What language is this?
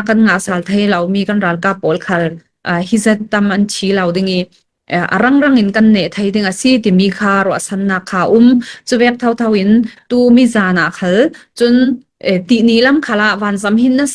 Falam Chin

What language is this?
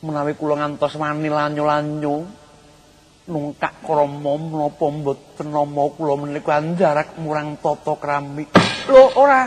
Javanese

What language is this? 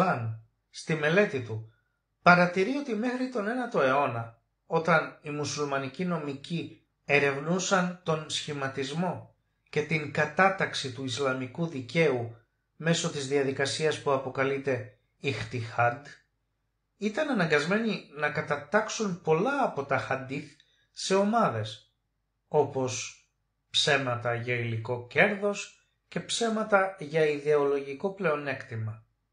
Greek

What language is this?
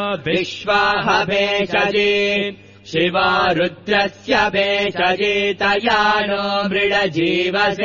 Sanskrit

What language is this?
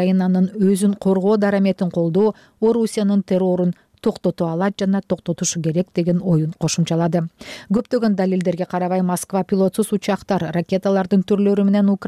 Kyrgyz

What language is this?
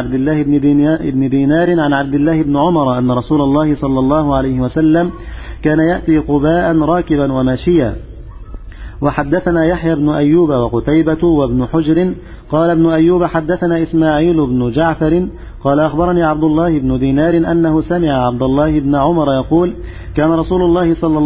Arabic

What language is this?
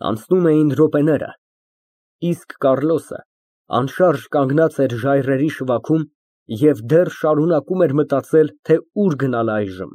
Armenian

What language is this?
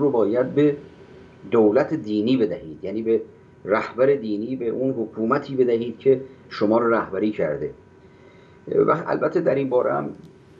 Persian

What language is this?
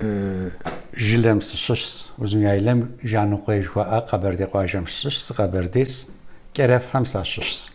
Kabardian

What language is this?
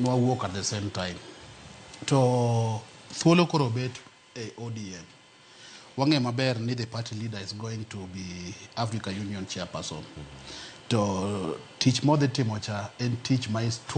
Luo (Kenya and Tanzania)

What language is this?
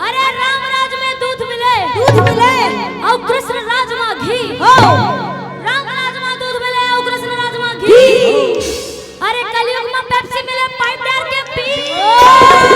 Chhattisgarhi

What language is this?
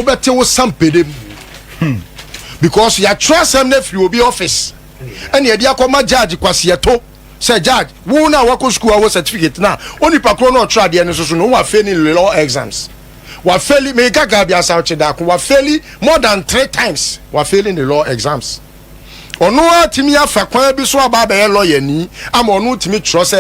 Akan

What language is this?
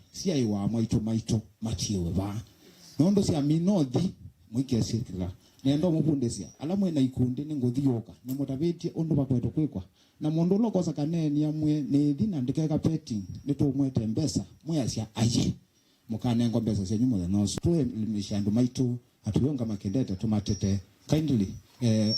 Kamba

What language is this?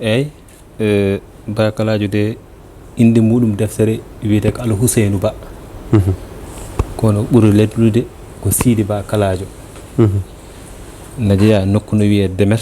Fula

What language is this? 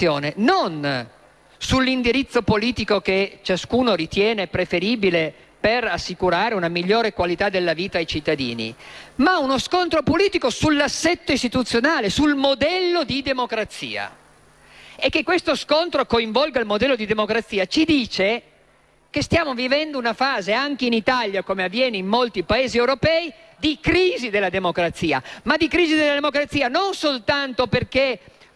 Italian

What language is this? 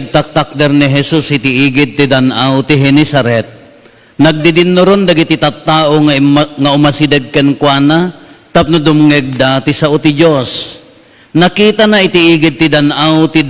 Iloko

